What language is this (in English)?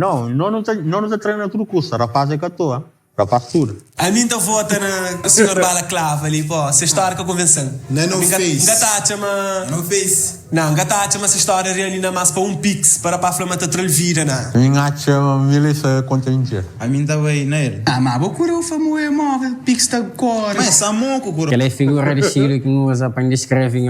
Kabuverdianu